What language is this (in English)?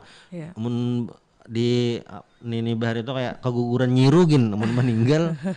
Banjar